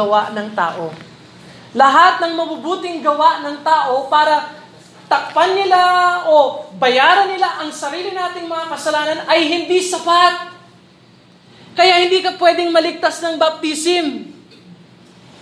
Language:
Filipino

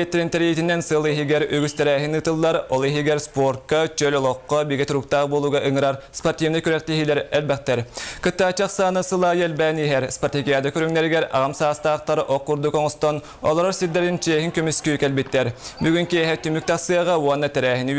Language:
Yakut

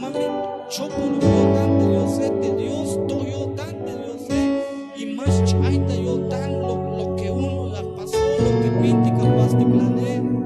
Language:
Tzeltal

